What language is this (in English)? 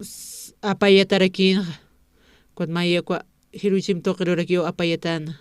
Aymara